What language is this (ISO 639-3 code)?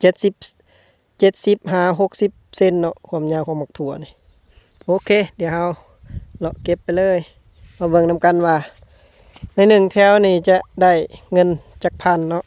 lao